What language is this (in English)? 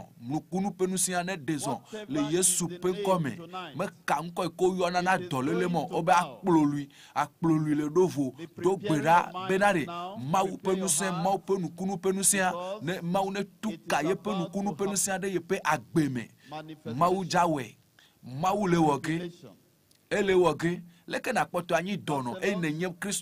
Ewe